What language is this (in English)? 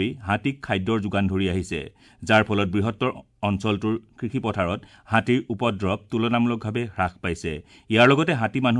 Assamese